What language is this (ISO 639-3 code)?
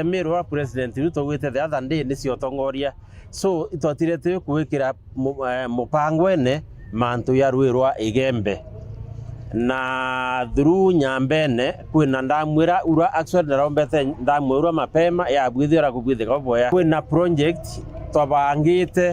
mer